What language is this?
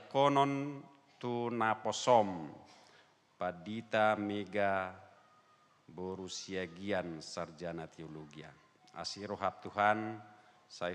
Batak Toba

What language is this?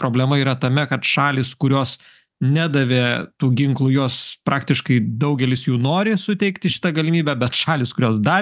Lithuanian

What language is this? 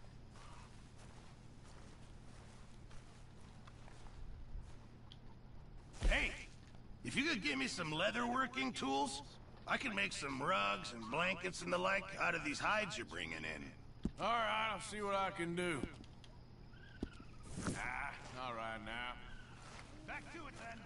English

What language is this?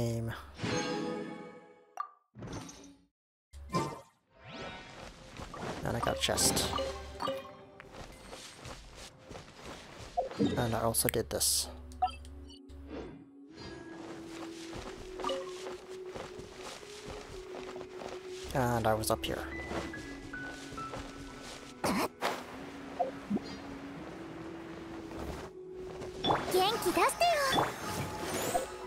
English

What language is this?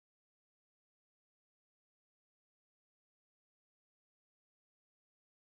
Marathi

